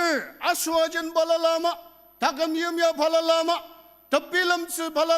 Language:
Ao Naga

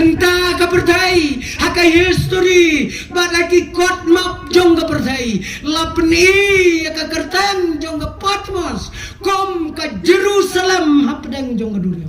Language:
Khasi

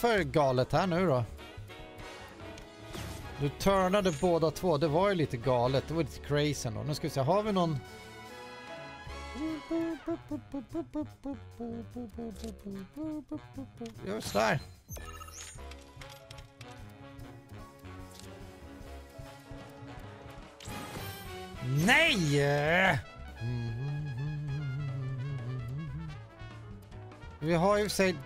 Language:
Swedish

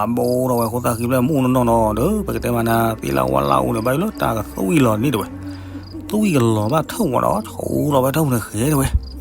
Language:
S'gaw Karen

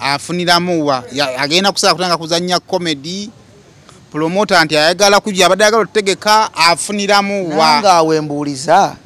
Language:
Ganda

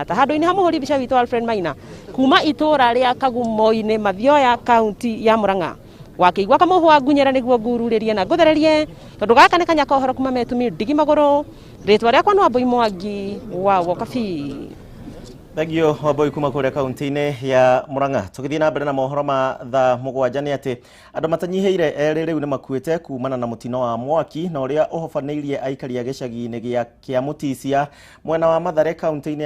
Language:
Kikuyu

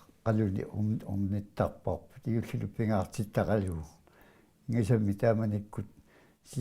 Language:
Kalaallisut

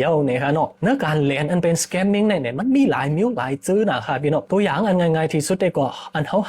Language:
Shan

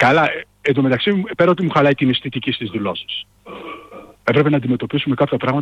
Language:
Greek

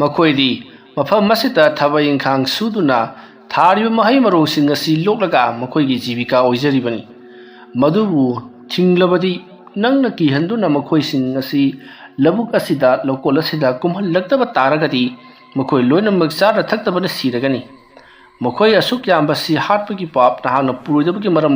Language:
Manipuri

